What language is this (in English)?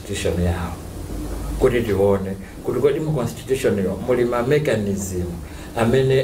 Nyanja